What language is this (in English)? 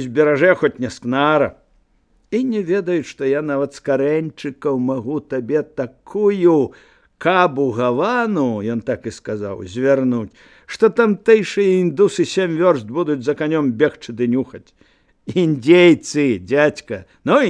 Belarusian